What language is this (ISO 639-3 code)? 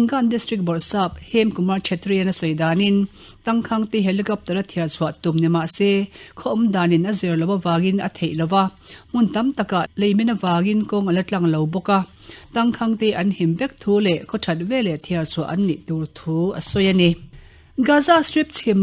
lus